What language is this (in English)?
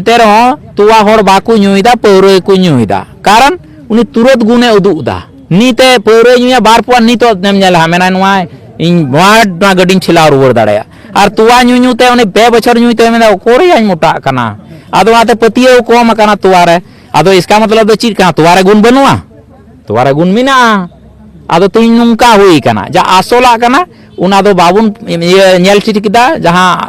Santali